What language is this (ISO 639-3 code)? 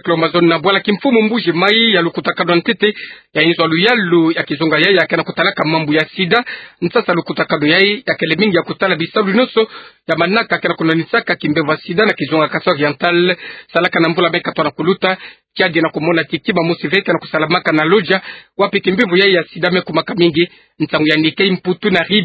ktu